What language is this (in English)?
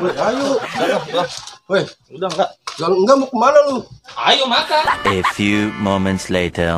Betawi